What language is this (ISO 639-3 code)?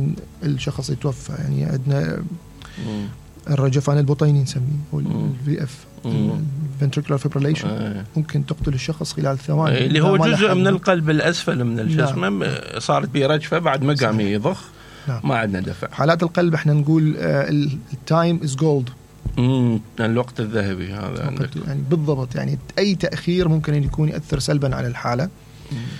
acm